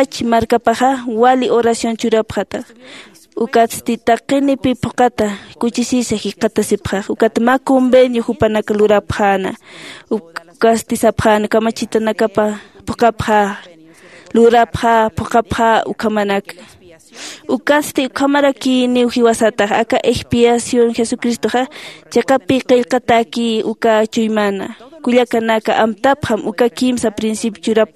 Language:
Aymara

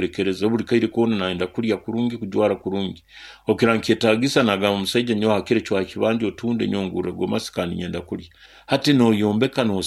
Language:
Nyoro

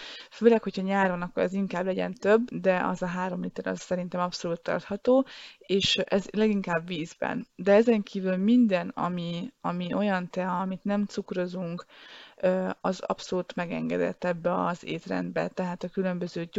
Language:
Hungarian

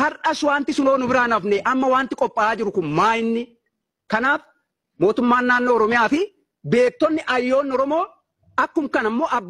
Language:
Oromo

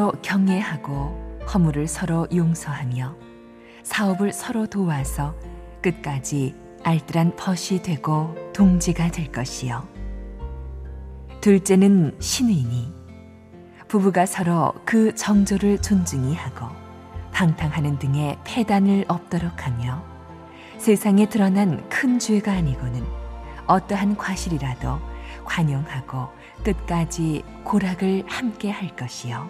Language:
Korean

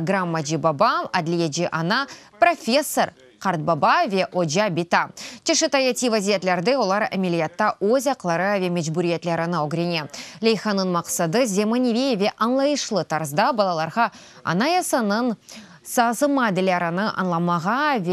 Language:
Crimean Tatar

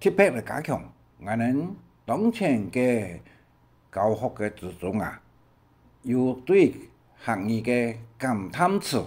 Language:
Hakka Chinese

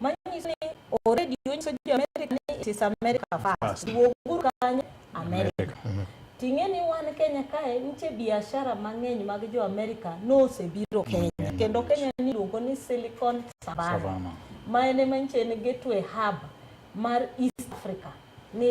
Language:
Luo (Kenya and Tanzania)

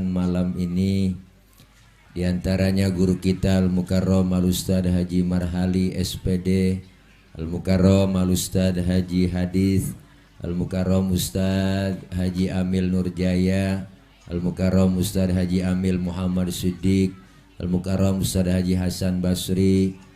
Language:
Betawi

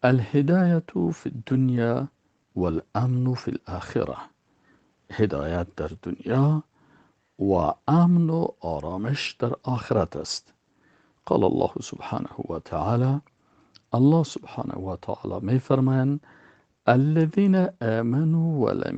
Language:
Persian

